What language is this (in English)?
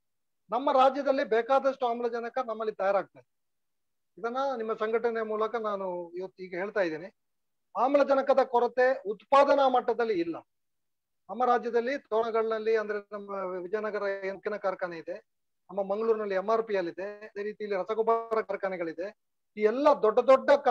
Kannada